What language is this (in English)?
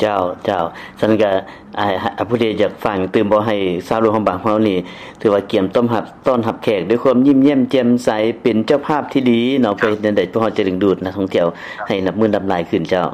Lao